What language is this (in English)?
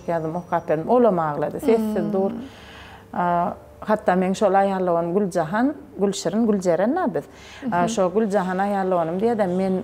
Turkmen